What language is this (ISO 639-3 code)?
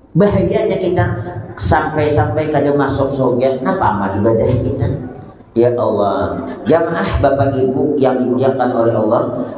bjn